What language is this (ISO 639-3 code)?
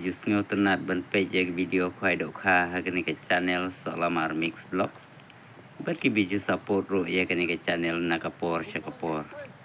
kha